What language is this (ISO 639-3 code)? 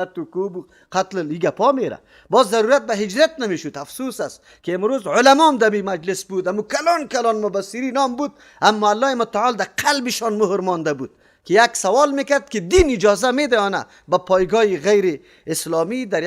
fas